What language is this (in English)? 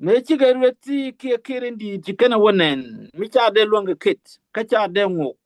Nuer